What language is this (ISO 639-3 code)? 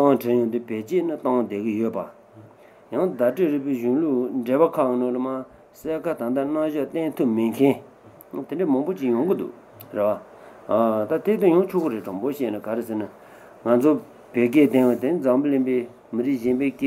bod